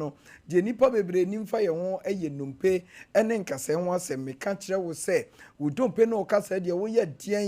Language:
Akan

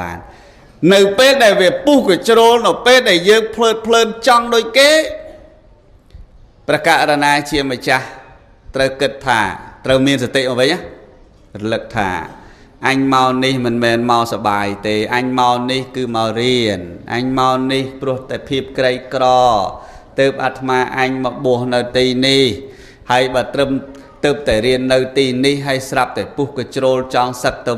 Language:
Khmer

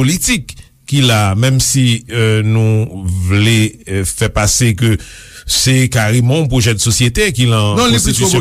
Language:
Haitian Creole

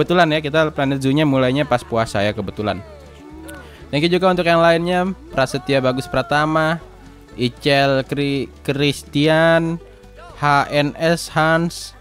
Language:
Indonesian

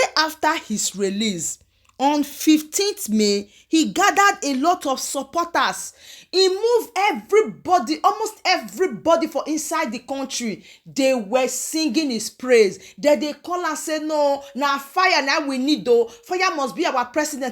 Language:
Nigerian Pidgin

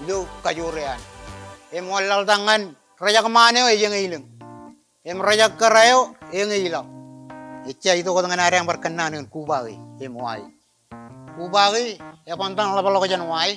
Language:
Marshallese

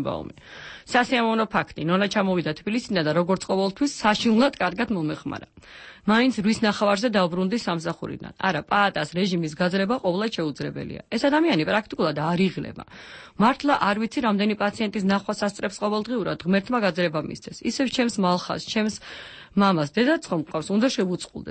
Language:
Georgian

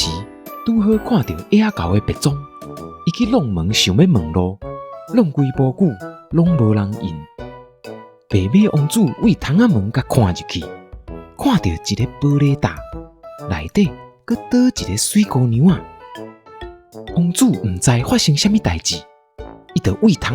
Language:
Min Nan Chinese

